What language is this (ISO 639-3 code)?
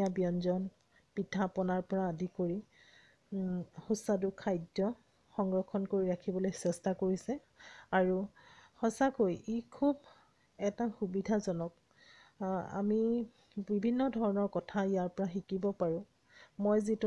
asm